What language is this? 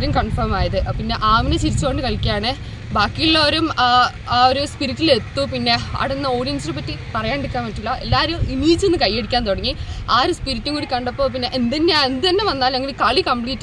Malayalam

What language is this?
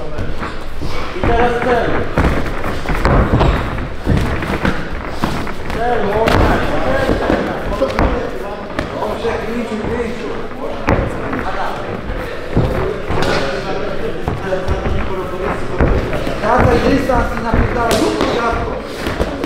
Polish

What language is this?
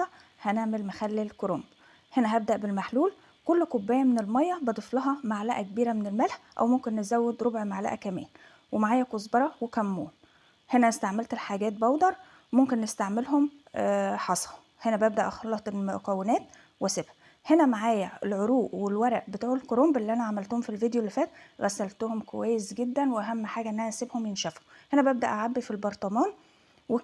Egyptian Arabic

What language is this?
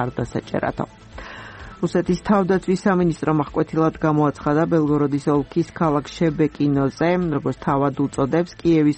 Georgian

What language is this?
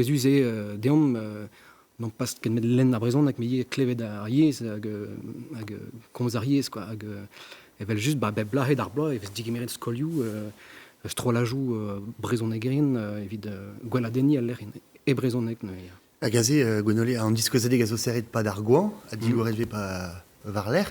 Breton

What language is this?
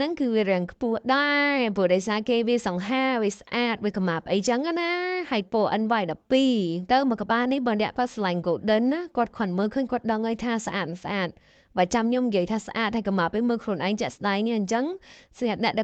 Khmer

